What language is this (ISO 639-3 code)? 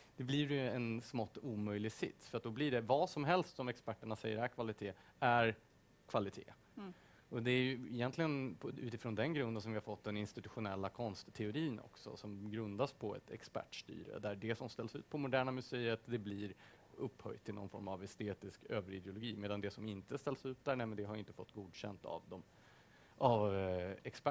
swe